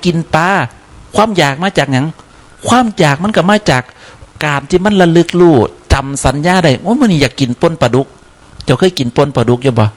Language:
Northeastern Thai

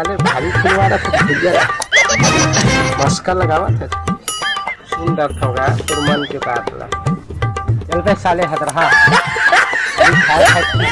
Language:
Chhattisgarhi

